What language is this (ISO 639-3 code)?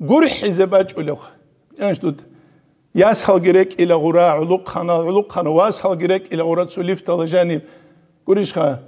ava